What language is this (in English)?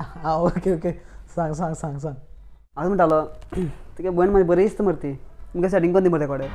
Konkani